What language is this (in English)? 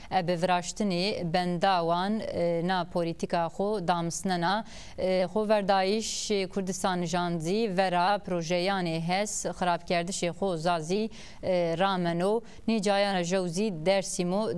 Zaza